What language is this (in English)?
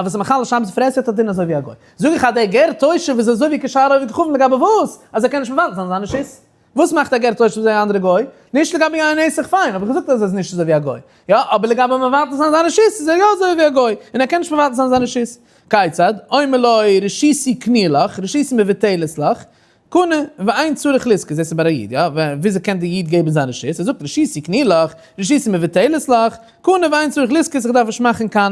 Yiddish